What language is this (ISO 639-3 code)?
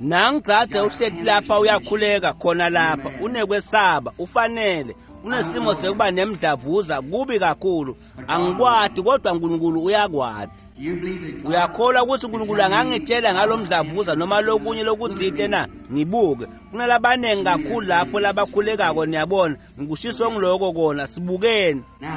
ssw